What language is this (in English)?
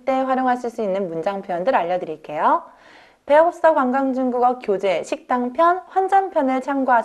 Korean